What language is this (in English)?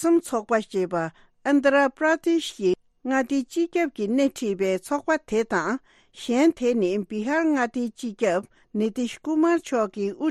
Tibetan